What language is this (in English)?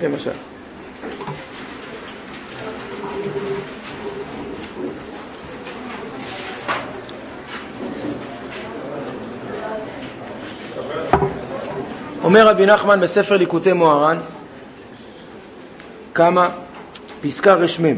Hebrew